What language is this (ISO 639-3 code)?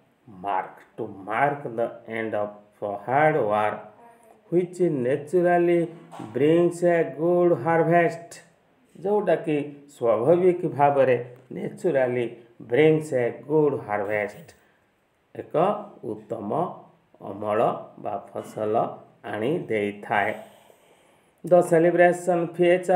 ori